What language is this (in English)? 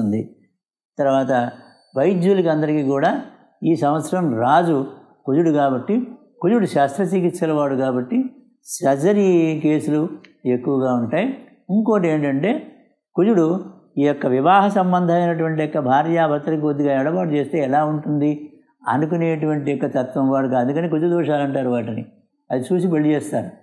Telugu